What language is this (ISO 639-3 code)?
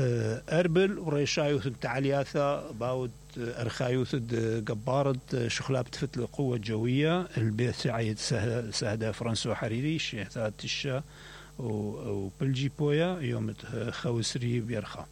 acm